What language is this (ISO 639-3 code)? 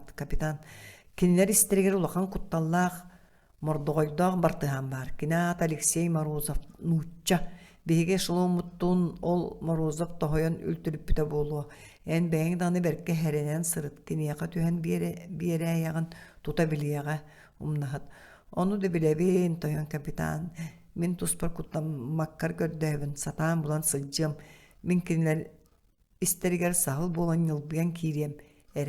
sah